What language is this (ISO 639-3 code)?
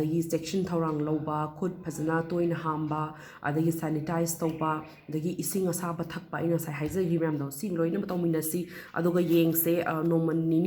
mni